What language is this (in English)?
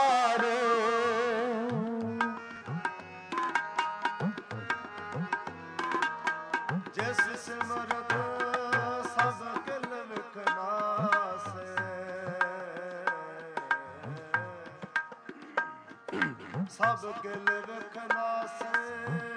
Punjabi